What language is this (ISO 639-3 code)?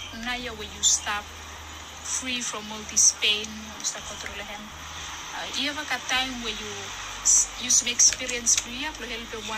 bis